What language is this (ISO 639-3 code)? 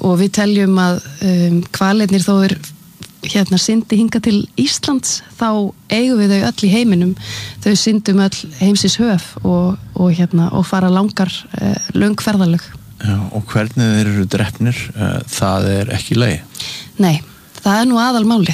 isl